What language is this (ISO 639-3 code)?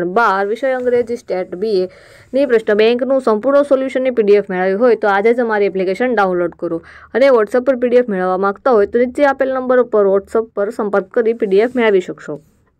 guj